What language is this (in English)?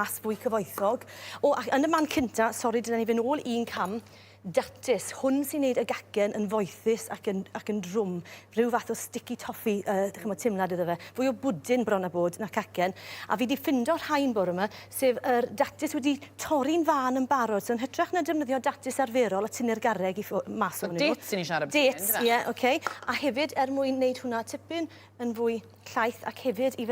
Welsh